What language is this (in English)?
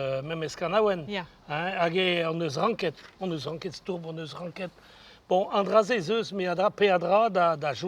Breton